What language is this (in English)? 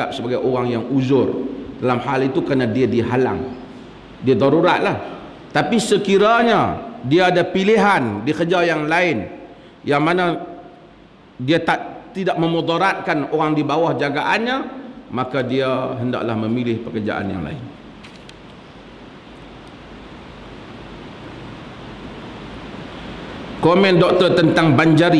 Malay